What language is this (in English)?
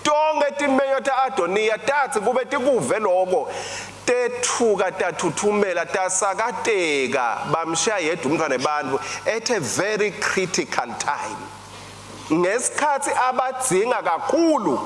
Swati